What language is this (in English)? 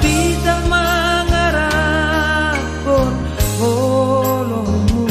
Batak Simalungun